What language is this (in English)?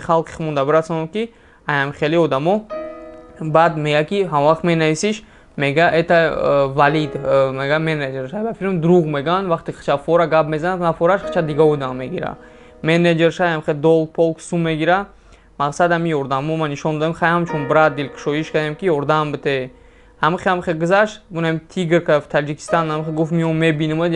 Tajik